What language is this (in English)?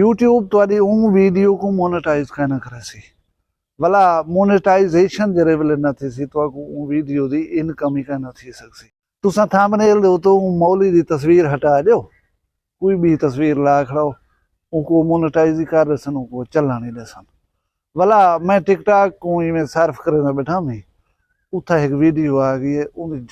Saraiki